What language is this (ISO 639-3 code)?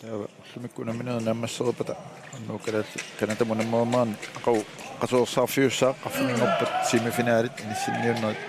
kal